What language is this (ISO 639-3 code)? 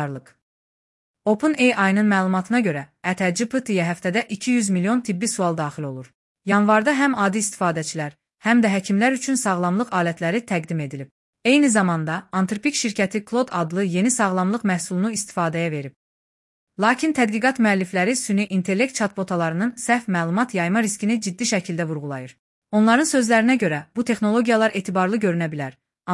aze